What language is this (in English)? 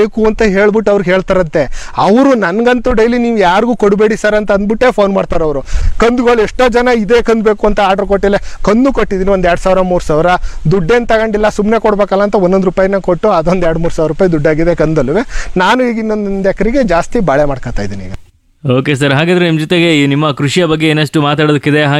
Kannada